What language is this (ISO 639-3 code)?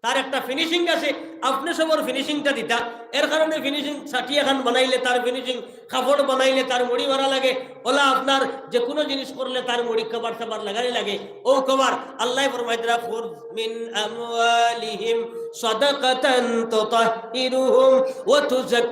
syl